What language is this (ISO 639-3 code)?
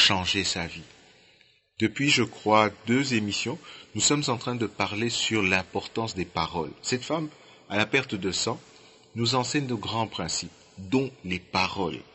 fra